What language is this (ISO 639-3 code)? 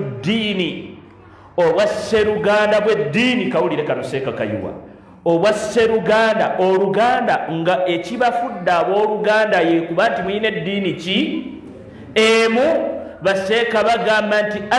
lug